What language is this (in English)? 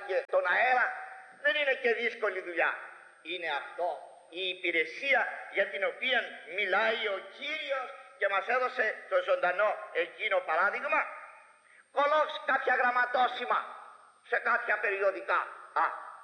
Greek